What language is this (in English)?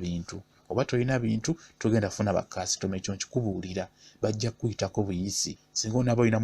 Ganda